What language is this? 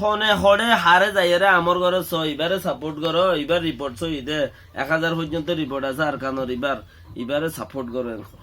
Rohingya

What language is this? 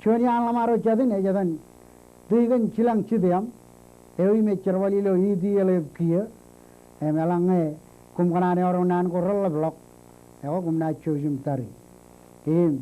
Marshallese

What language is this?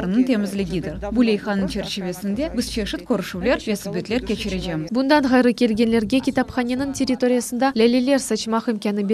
Crimean Tatar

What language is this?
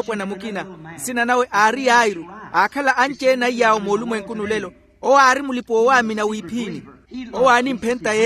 Makhuwa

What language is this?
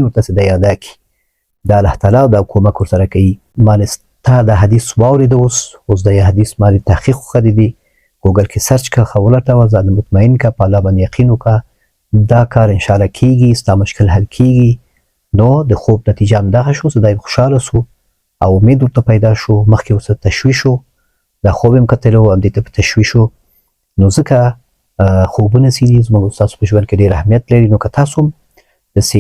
Pashto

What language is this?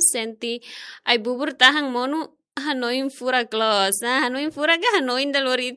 Tetum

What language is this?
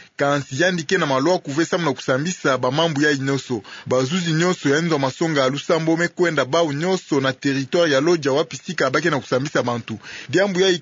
Kituba (Democratic Republic of Congo)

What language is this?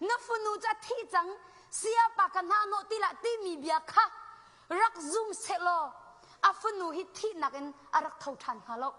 Hakha Chin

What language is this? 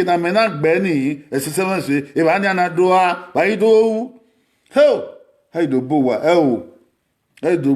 Bini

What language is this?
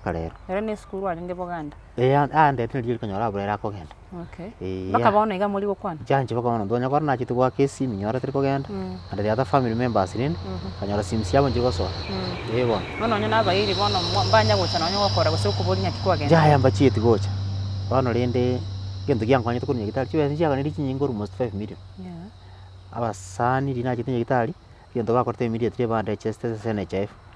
Gusii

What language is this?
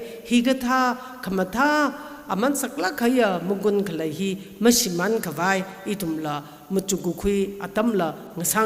Tangkhul Naga (India)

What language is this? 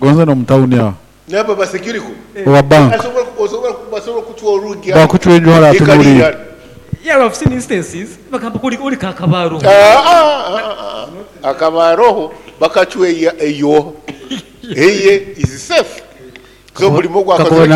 Nyoro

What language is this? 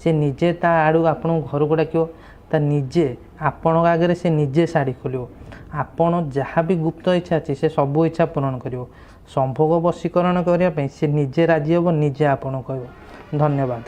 Odia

